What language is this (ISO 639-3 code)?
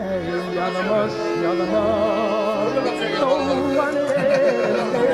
bak